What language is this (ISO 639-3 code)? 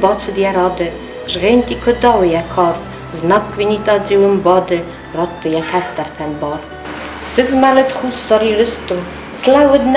oss